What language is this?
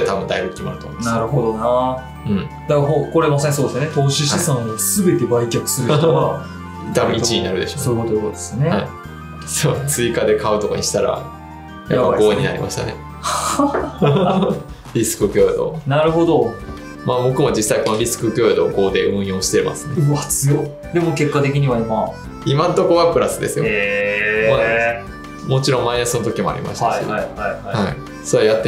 Japanese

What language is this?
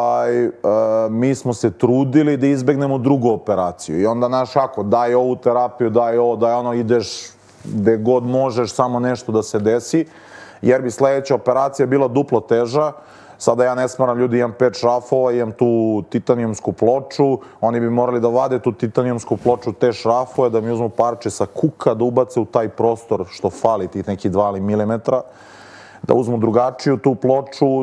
Serbian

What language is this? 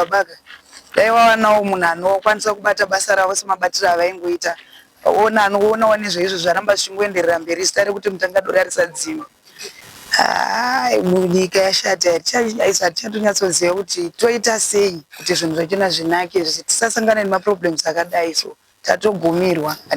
Shona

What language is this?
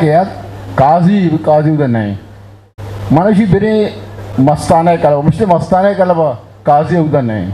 Eastern Balochi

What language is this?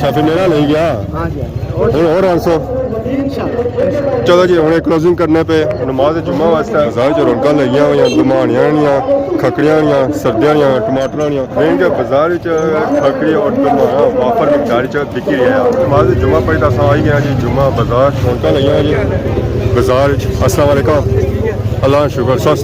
Pahari-Potwari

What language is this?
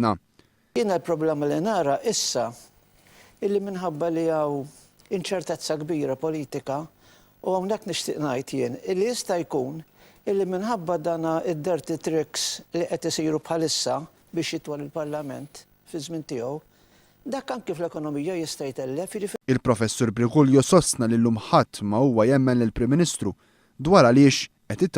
Maltese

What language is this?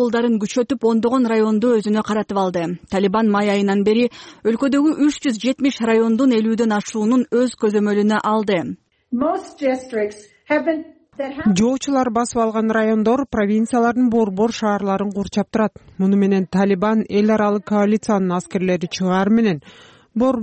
Kyrgyz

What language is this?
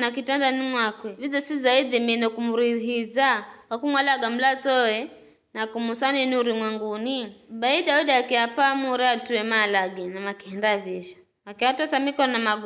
Giryama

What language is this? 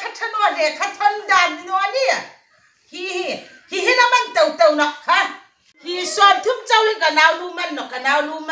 Hmar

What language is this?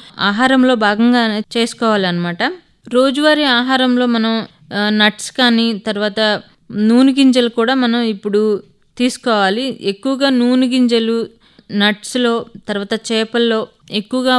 Telugu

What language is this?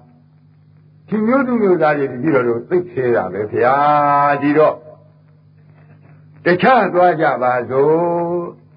Burmese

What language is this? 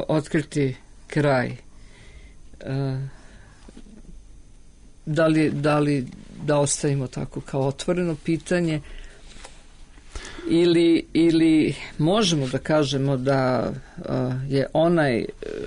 Serbian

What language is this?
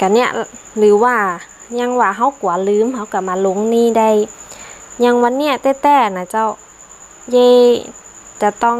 Northern Thai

